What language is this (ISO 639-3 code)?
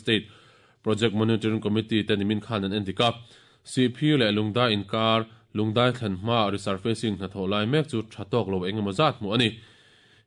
lus